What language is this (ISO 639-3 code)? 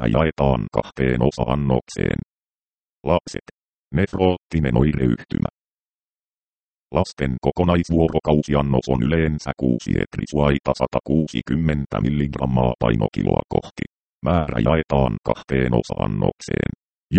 fin